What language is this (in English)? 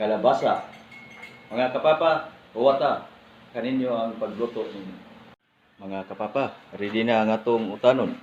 Cebuano